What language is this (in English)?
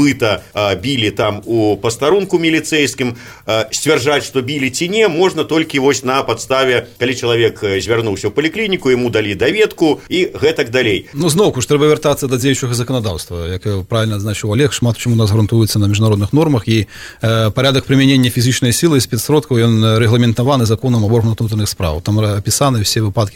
Belarusian